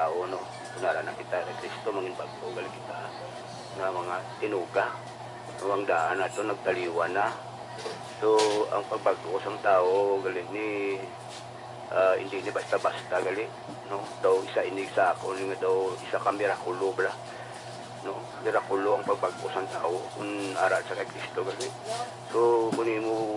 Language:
Hiligaynon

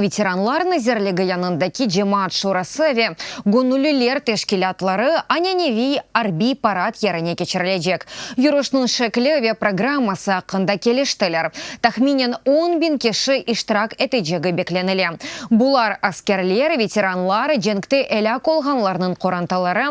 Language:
Crimean Tatar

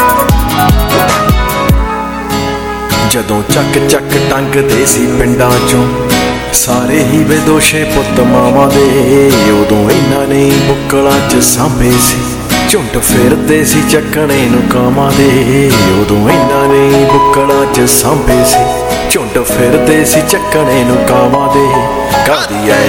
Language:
Punjabi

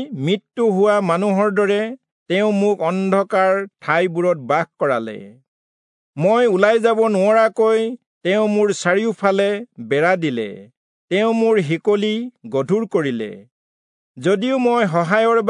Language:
Assamese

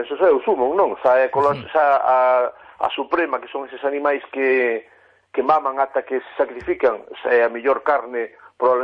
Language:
Galician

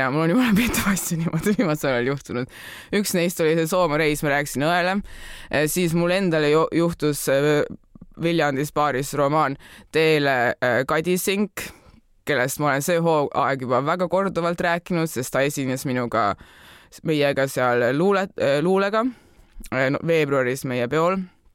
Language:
Estonian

